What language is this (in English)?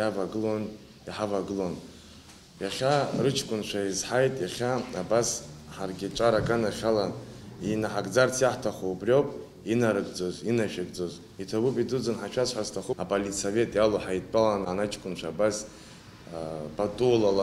Abkhazian